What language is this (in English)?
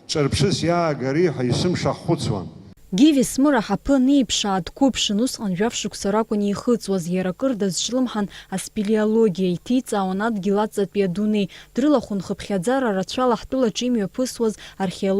Abkhazian